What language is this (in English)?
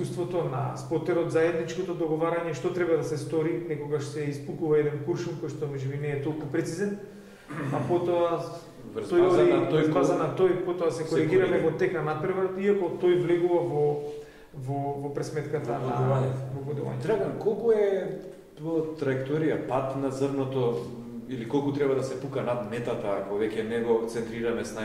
Macedonian